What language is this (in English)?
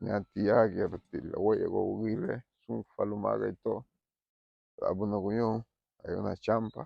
Garifuna